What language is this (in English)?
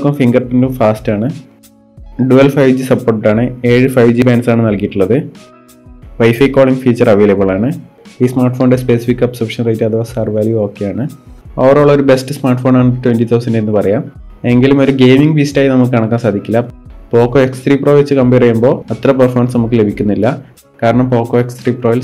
Malayalam